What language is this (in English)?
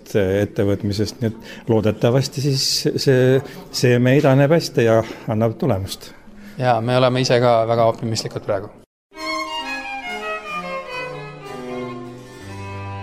Estonian